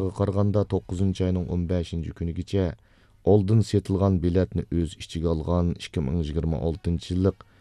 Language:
Uyghur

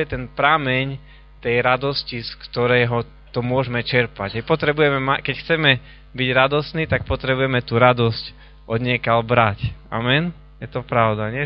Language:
Slovak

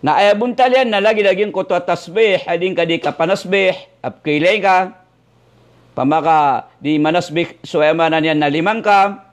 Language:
Maranao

